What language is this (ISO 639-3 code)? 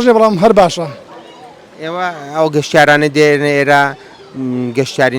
ckb